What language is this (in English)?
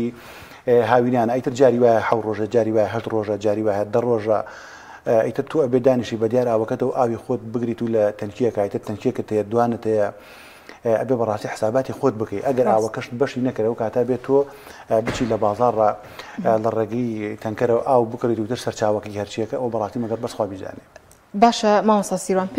Central Kurdish